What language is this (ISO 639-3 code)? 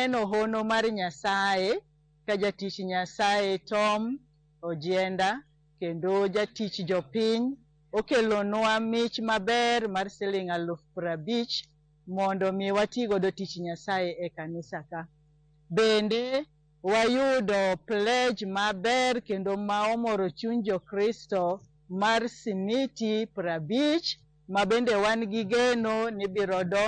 luo